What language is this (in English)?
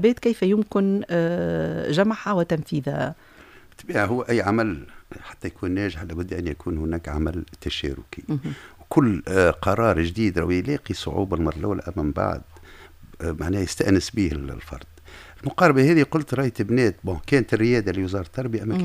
Tunisian Arabic